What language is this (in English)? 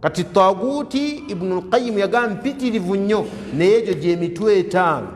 Ganda